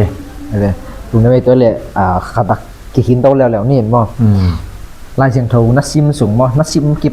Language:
Tedim Chin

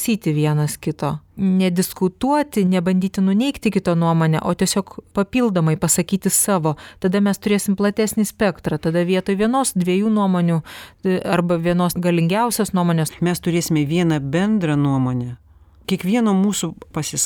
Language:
Lithuanian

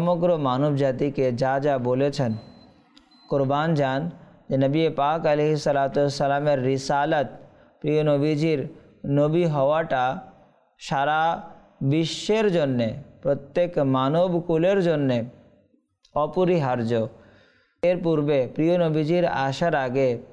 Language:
Bangla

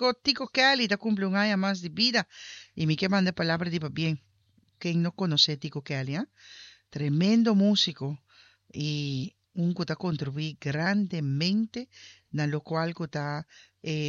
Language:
Papiamento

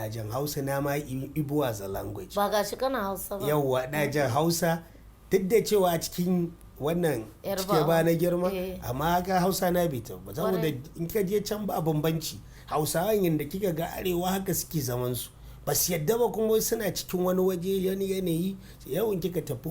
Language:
Hausa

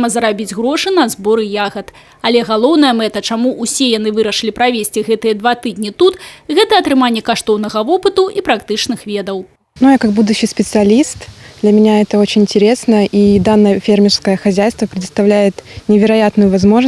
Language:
Belarusian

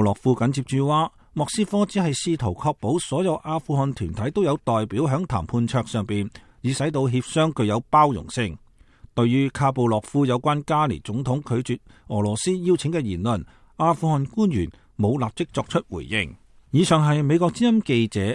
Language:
Cantonese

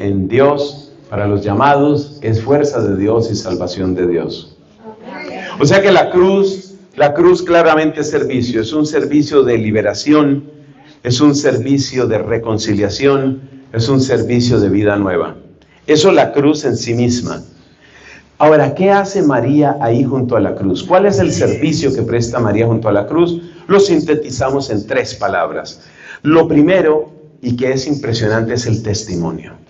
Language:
Spanish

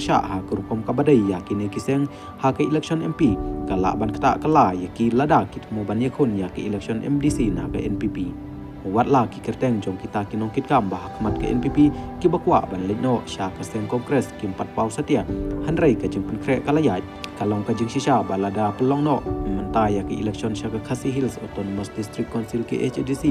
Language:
Khasi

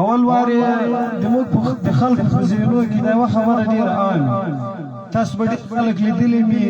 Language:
Pashto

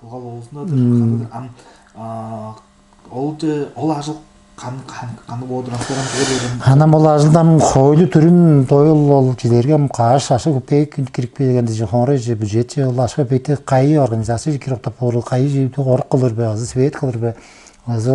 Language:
Tuvinian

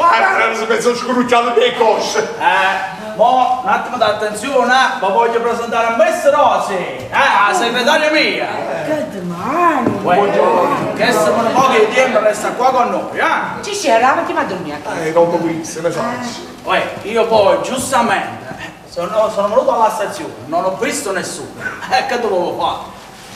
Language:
Neapolitan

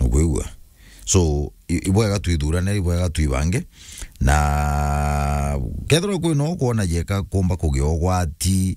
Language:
Meru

